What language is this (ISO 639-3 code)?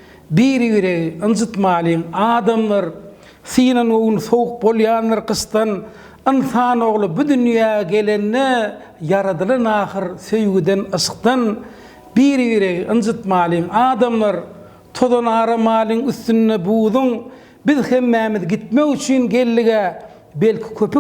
tuk